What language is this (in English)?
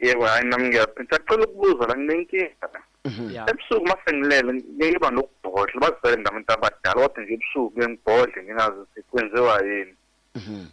Zulu